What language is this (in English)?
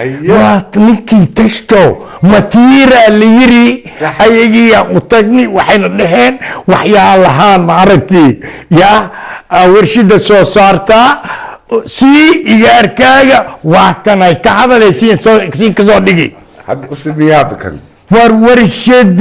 Somali